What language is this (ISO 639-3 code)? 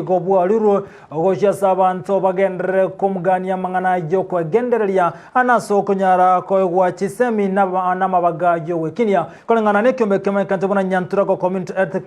guz